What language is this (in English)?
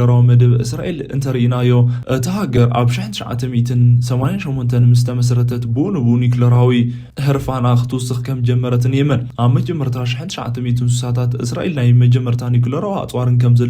Tigrinya